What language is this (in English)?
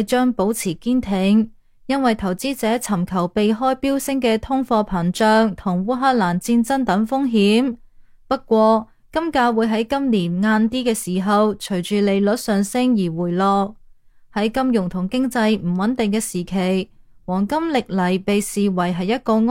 Cantonese